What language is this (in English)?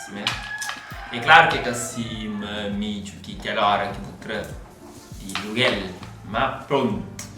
Kabuverdianu